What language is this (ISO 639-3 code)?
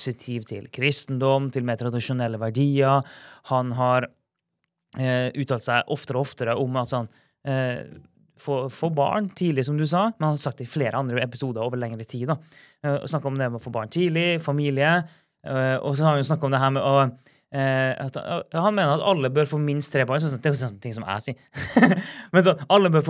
nor